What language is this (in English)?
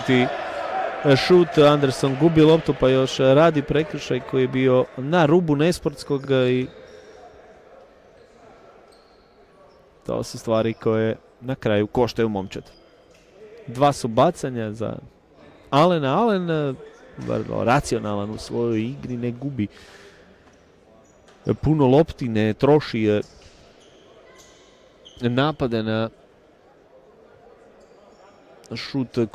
Croatian